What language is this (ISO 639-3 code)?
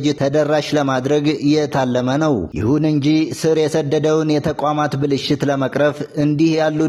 amh